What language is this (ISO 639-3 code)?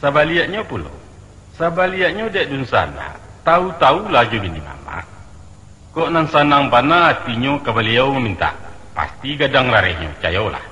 min